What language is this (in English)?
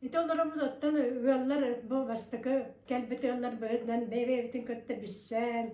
Yakut